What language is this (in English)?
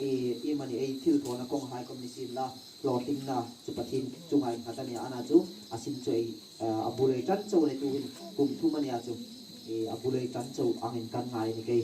Hmar